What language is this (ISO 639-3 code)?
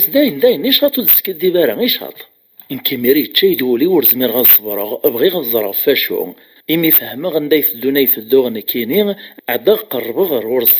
kab